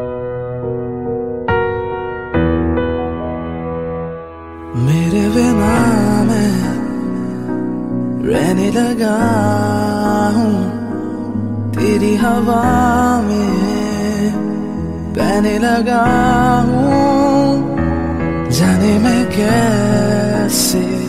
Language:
Hindi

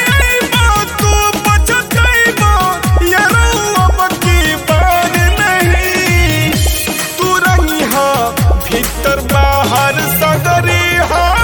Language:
Bhojpuri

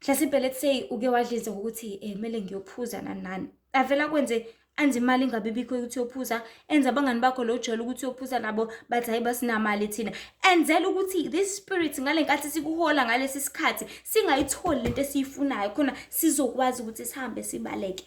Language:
Zulu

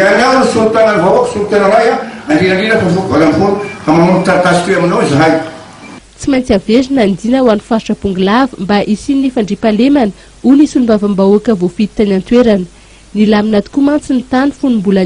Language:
Malagasy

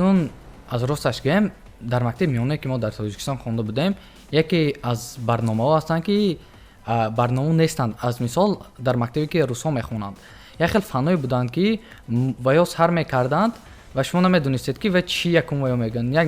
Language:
Tajik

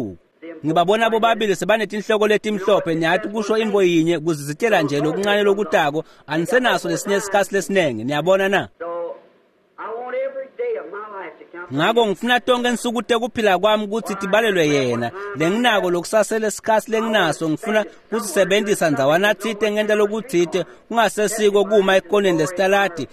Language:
Swati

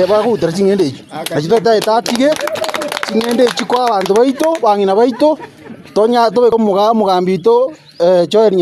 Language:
Gusii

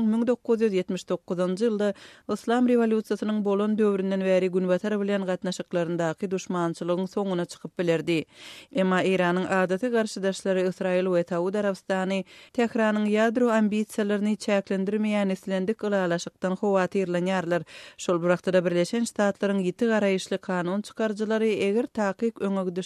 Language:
Turkmen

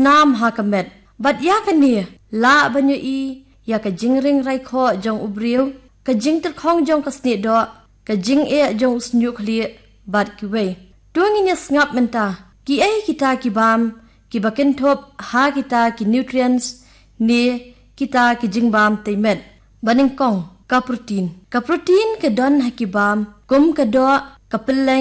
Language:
Khasi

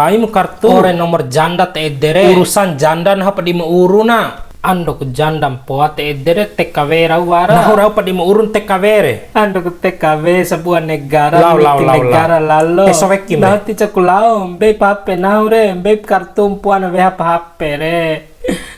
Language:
Bima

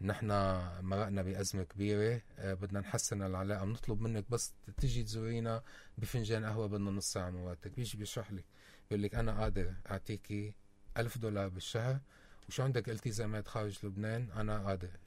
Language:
North Levantine Arabic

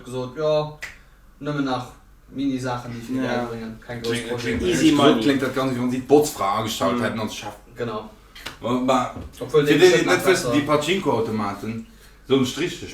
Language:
Luxembourgish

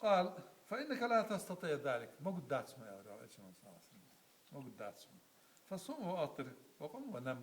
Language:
Ingush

